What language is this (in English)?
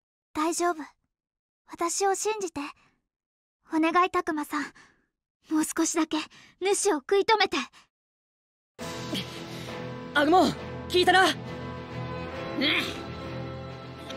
Japanese